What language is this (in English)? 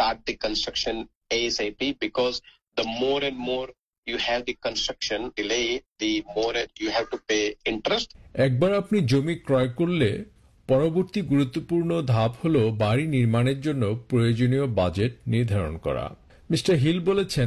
Bangla